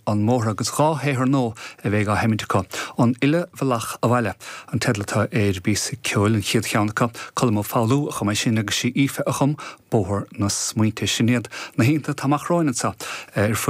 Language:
Irish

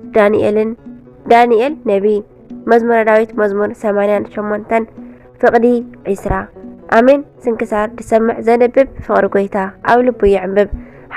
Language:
Tigrinya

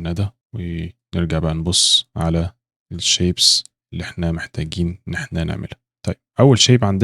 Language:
Egyptian Arabic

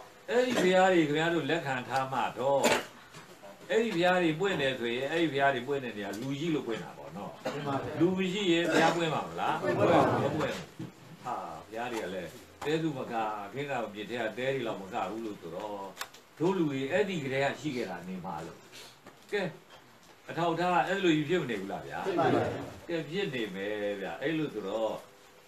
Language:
Burmese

